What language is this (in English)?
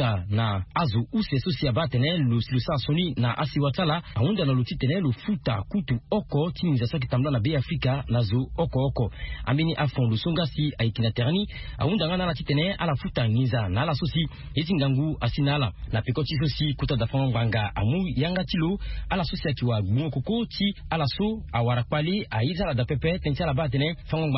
Sango